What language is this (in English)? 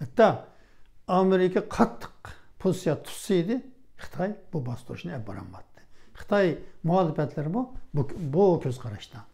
Uyghur